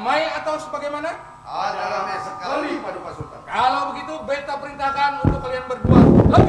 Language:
Banjar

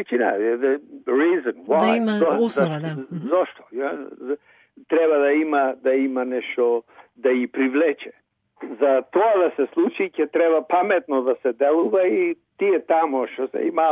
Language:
Macedonian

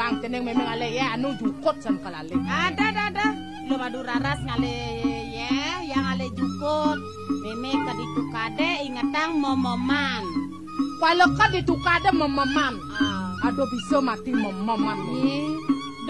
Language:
Balinese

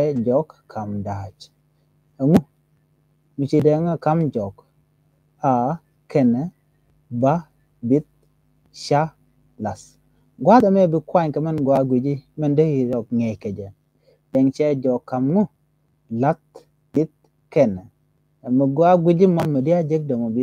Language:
Nuer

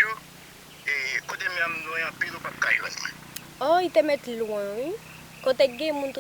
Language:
Haitian Creole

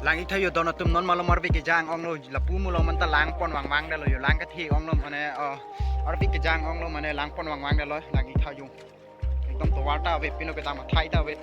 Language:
Karbi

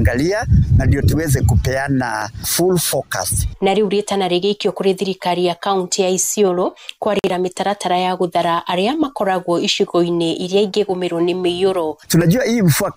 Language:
Kikuyu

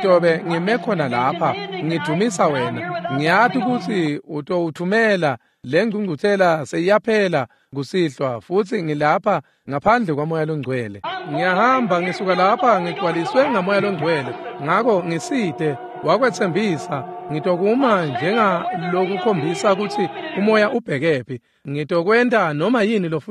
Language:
Swati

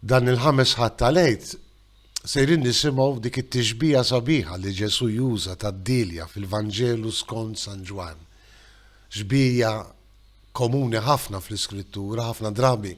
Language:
Maltese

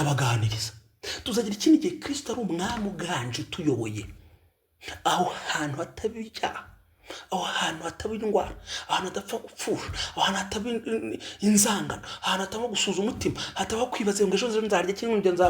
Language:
Kinyarwanda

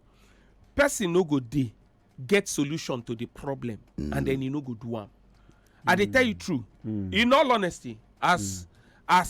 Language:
Nigerian Pidgin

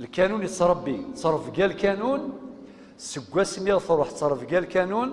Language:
Kabyle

